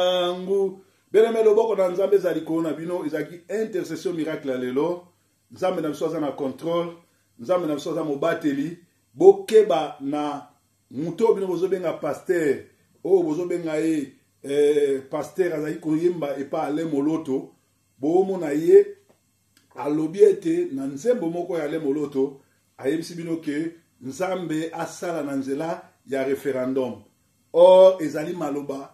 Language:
Lingala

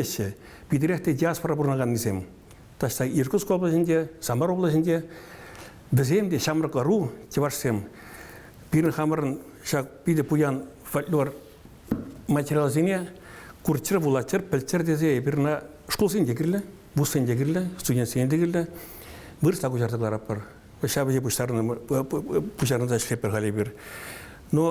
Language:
Chuvash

